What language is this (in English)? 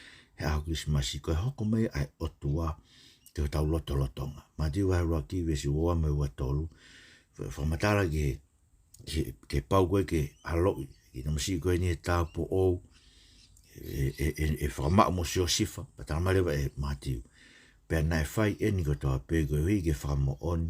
Tongan